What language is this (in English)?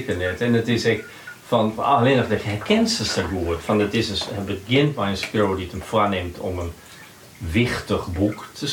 Western Frisian